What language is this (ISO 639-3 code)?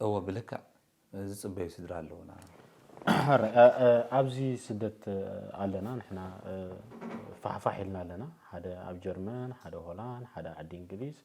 tir